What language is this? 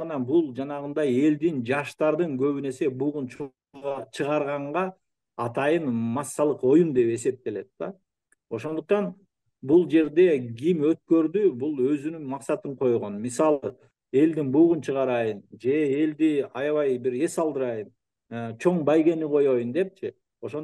Kyrgyz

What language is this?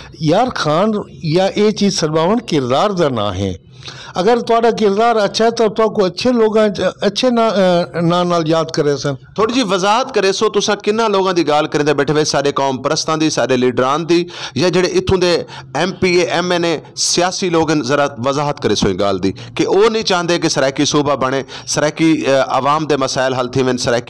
Saraiki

